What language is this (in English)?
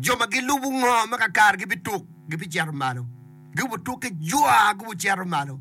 Acoli